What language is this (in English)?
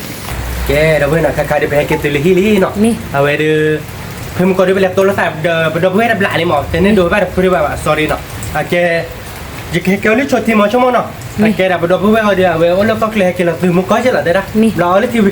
S'gaw Karen